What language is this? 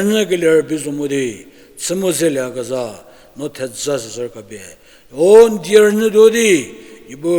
Angami Naga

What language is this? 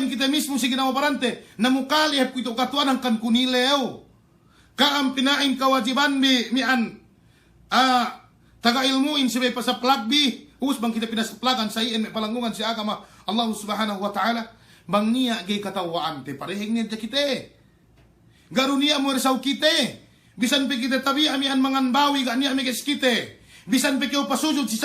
Yakan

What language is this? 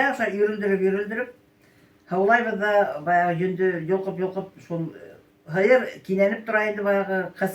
Bashkir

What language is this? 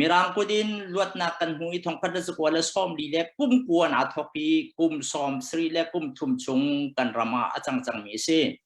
Hakha Chin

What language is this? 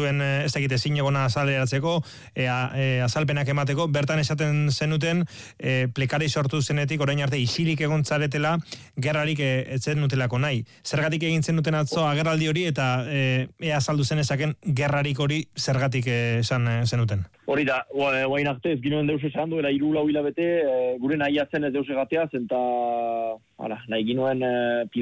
Basque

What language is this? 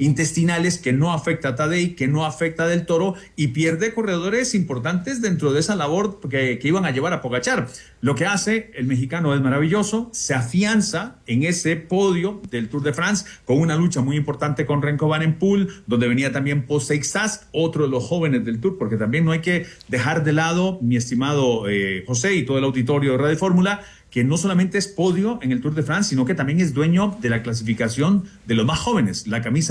Spanish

